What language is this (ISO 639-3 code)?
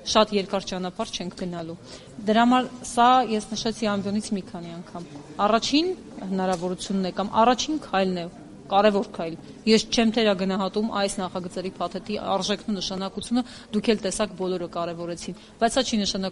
hye